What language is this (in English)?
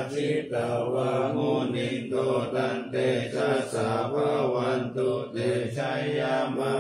Pali